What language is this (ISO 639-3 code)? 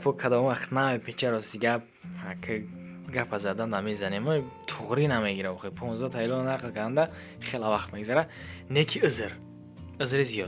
tgk